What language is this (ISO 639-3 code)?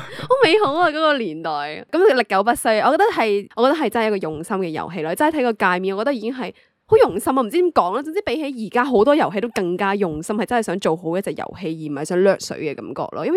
yue